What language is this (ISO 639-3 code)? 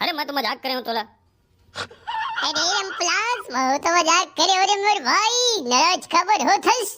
hne